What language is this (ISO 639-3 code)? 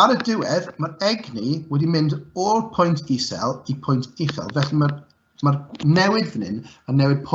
cym